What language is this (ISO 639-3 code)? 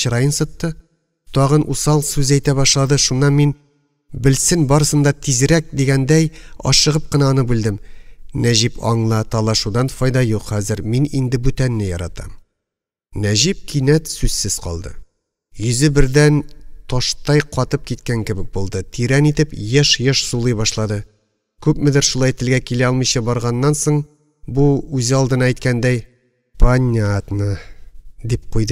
tat